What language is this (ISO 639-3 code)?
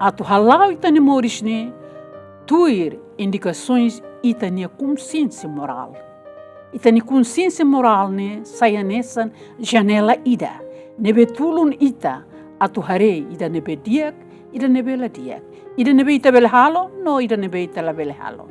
tet